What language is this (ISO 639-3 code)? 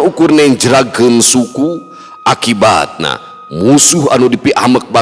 sun